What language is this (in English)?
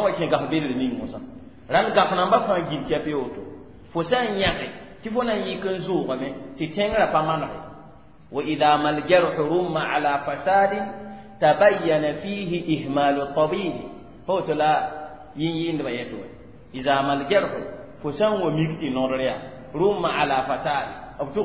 Mossi